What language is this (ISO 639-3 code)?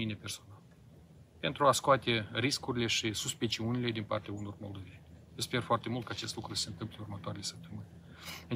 ron